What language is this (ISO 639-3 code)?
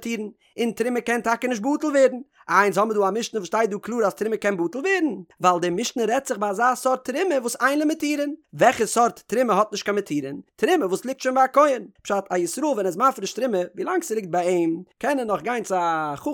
yid